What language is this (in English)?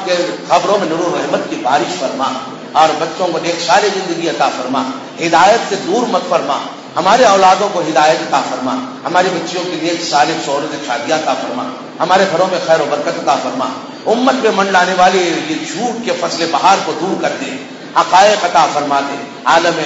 Urdu